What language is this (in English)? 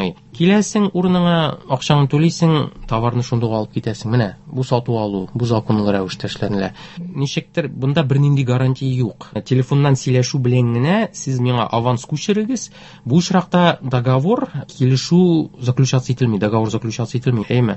Tatar